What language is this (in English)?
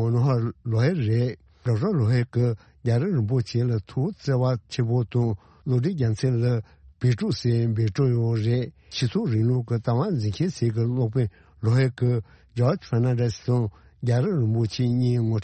Tibetan